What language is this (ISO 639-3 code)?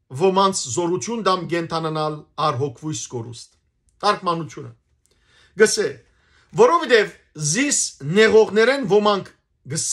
hyw